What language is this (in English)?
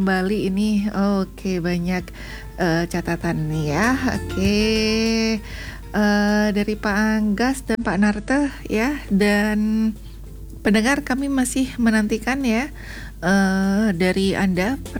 Indonesian